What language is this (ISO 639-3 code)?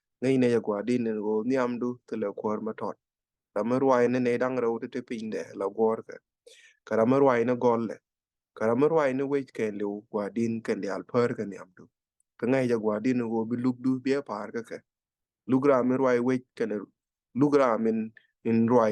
nus